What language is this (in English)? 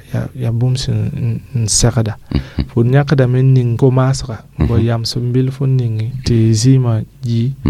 Mossi